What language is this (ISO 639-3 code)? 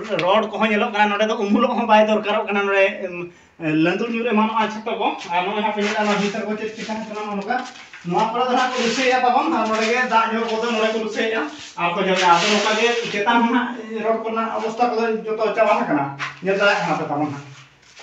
sat